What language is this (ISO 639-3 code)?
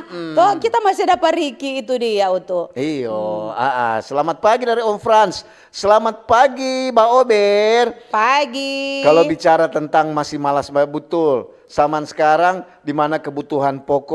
xmm